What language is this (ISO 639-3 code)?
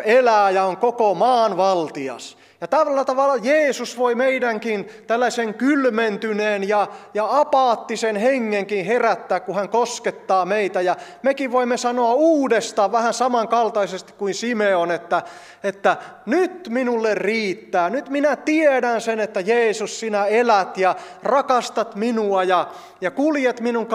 fin